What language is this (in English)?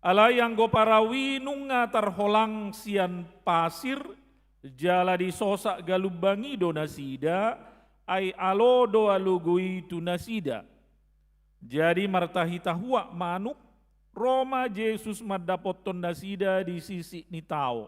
Batak Toba